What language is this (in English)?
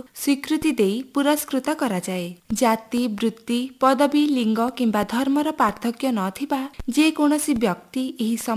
Odia